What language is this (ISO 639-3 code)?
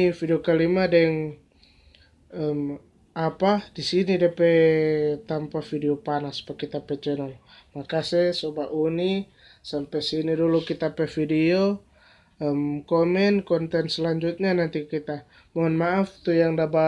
xmm